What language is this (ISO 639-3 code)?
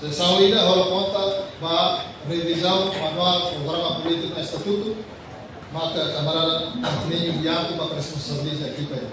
tet